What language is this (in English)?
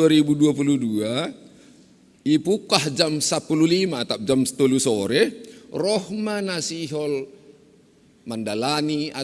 Batak Simalungun